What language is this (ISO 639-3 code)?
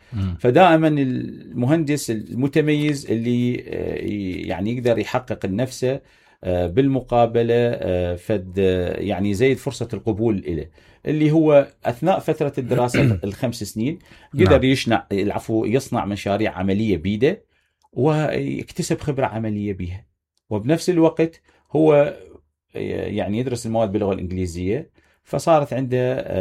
acm